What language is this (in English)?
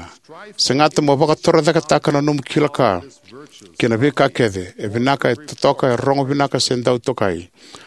Fijian